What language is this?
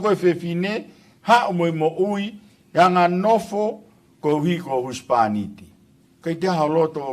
Tongan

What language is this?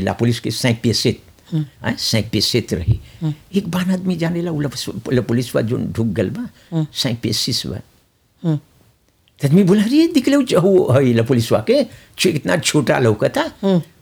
Bhojpuri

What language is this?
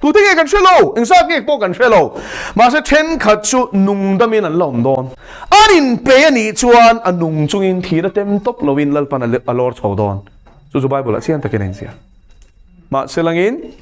Mizo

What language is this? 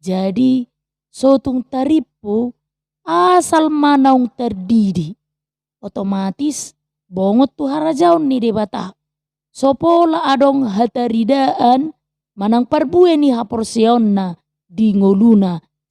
Batak Toba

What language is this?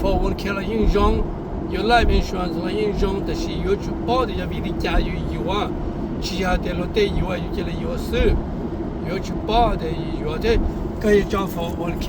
Hmong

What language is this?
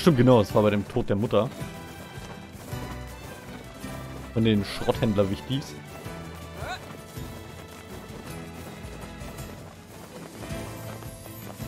German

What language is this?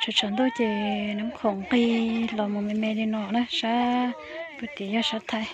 Hmong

